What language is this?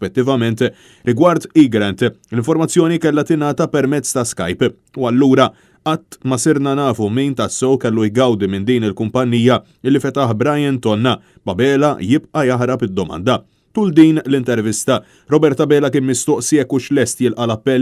Maltese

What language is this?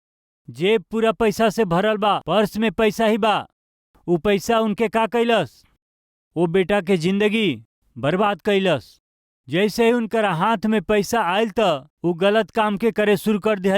Bhojpuri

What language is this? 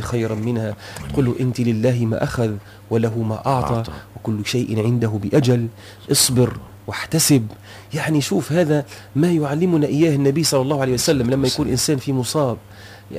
Tunisian Arabic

